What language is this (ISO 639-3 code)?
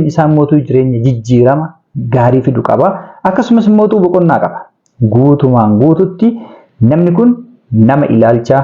orm